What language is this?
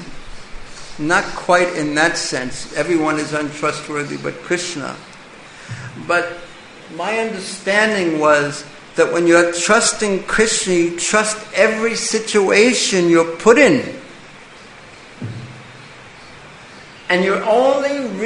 English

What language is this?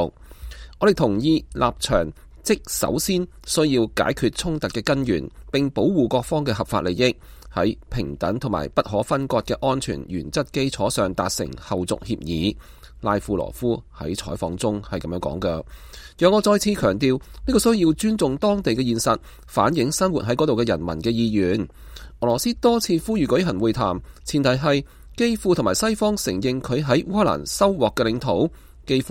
Cantonese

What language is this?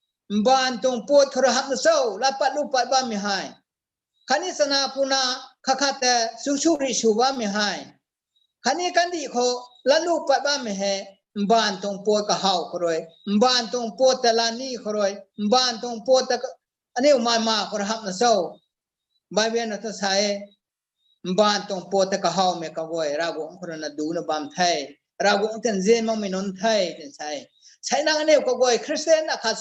Rongmei Naga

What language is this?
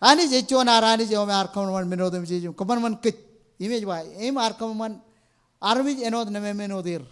Marshallese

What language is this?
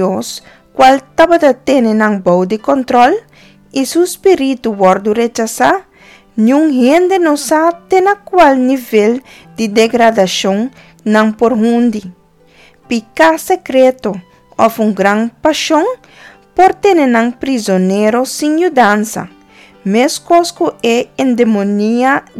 Papiamento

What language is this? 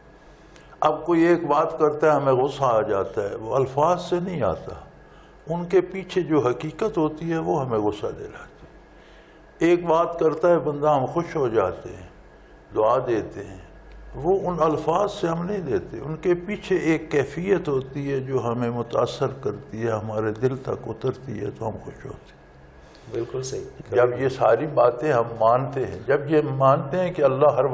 Urdu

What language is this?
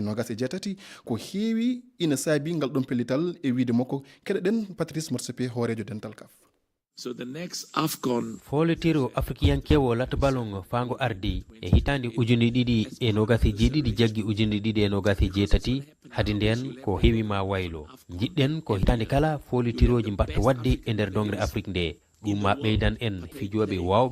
Fula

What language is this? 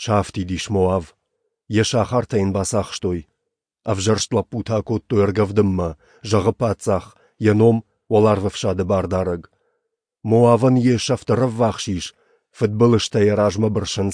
Ossetic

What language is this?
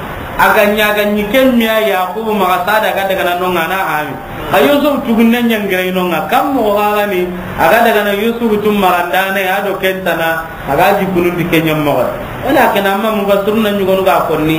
Soninke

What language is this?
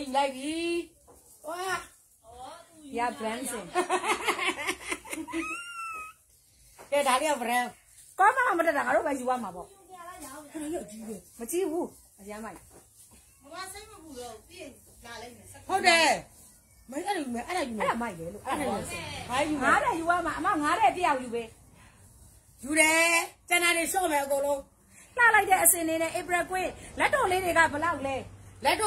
Burmese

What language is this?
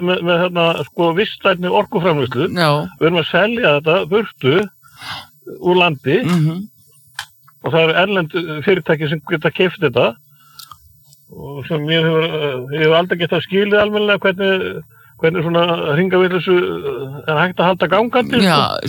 Icelandic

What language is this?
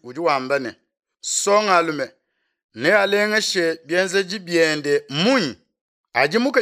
Luba-Lulua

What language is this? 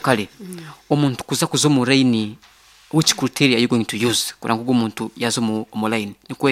Nyankole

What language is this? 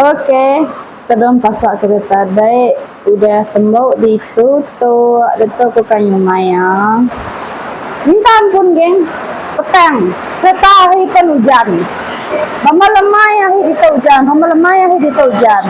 Iban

